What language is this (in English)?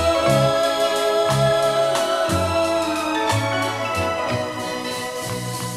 Italian